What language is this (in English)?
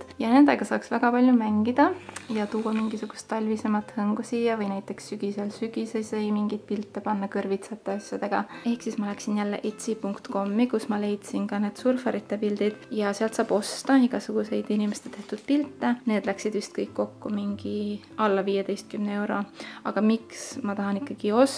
Estonian